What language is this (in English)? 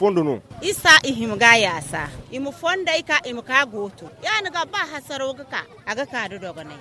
Zarma